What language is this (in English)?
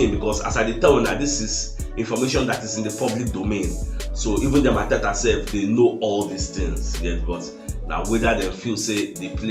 Nigerian Pidgin